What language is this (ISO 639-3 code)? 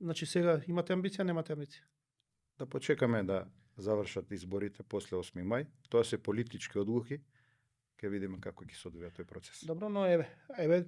mkd